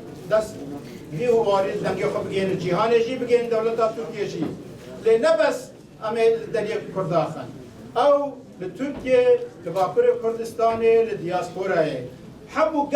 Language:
Kurdish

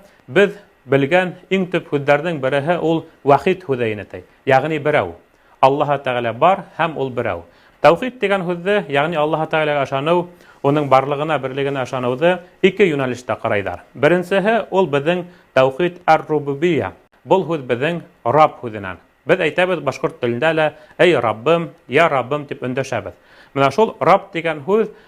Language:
Bashkir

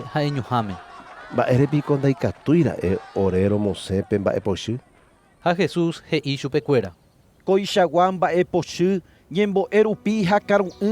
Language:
Guarani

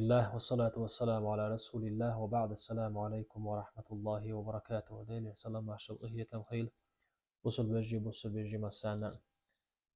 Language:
Chechen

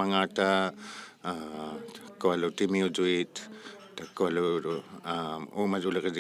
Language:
Inuktitut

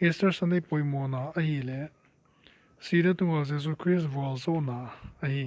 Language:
Paite Chin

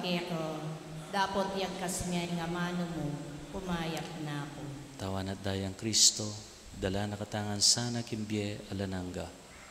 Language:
Pampanga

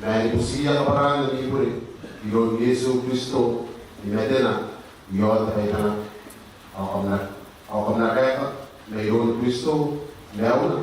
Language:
Gilbertese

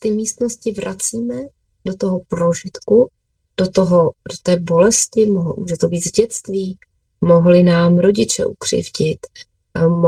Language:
Czech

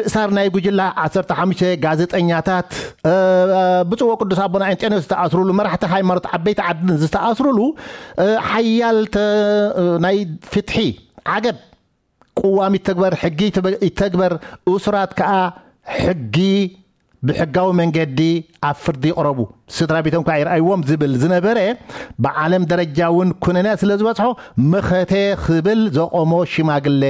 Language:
Tigrinya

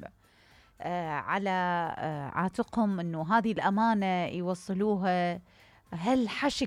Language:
Mesopotamian Arabic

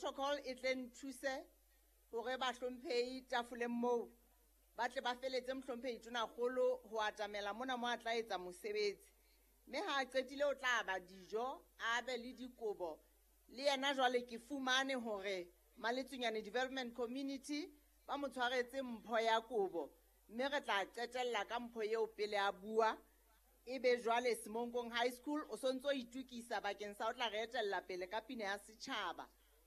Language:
Southern Sotho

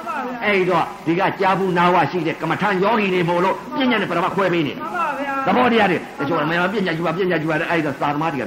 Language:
Burmese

